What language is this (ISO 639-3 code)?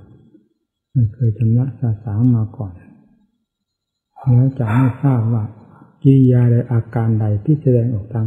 tha